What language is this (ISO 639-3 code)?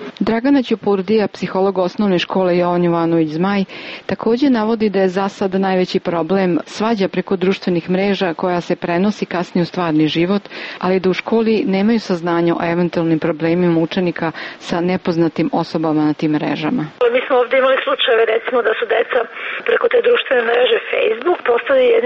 srp